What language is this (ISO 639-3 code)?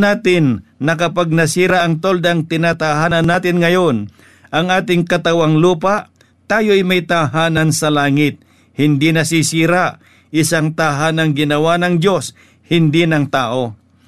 fil